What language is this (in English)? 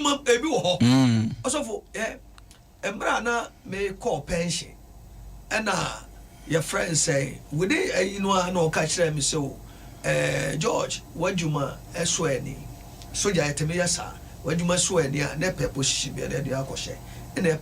Akan